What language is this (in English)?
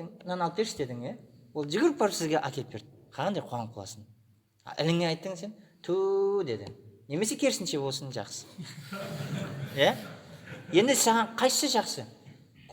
Kazakh